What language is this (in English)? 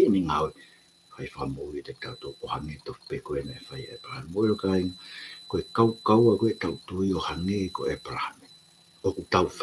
Tongan